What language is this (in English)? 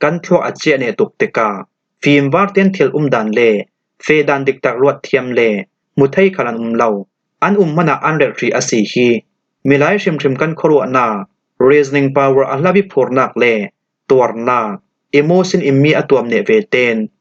Falam Chin